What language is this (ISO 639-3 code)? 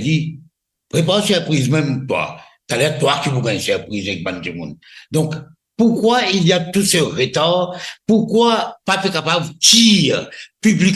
mfe